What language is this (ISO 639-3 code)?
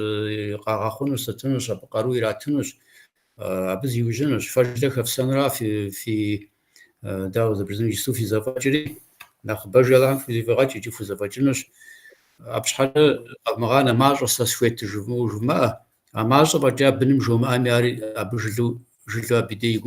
kbd